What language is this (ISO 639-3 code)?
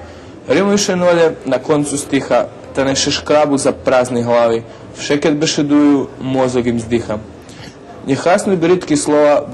rue